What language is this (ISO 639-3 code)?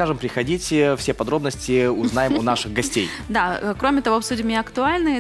rus